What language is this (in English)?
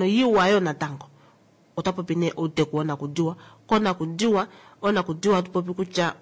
Kuanyama